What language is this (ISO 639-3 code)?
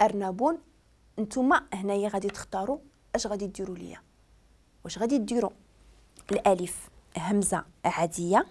ary